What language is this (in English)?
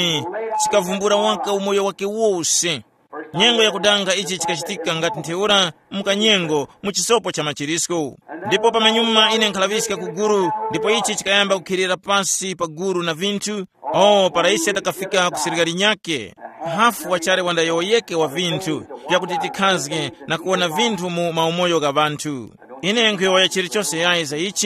Tumbuka